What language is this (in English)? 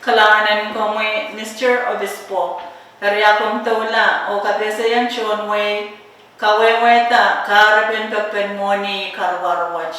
Pohnpeian